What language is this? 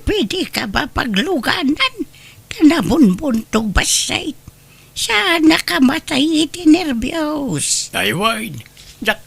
Iloko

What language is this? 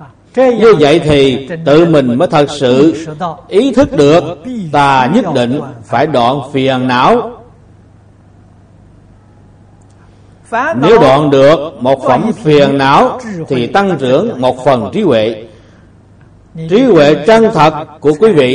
Vietnamese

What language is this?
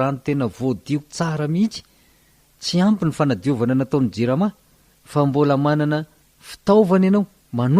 Malagasy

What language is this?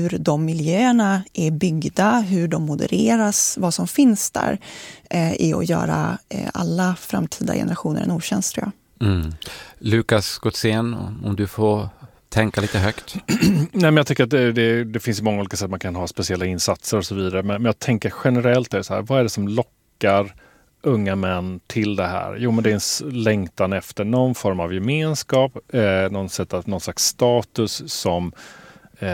Swedish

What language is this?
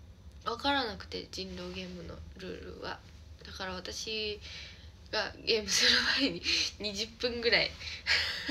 Japanese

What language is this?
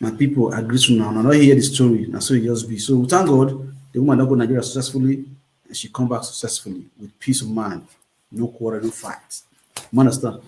Nigerian Pidgin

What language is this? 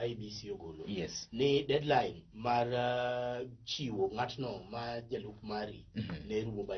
Luo (Kenya and Tanzania)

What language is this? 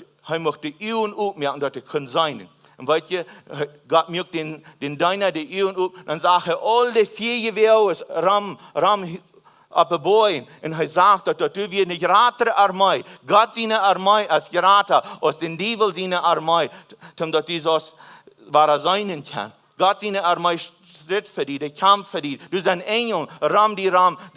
Plautdietsch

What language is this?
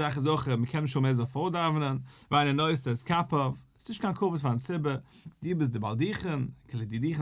Yiddish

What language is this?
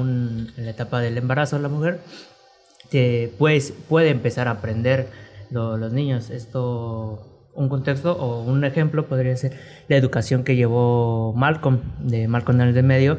Spanish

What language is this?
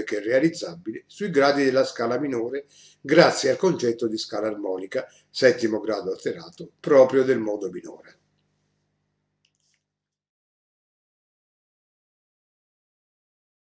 Italian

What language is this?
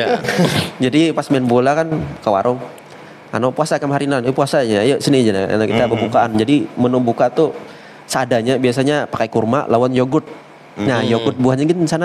Banjar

